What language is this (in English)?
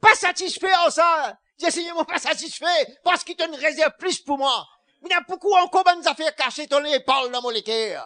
Morisyen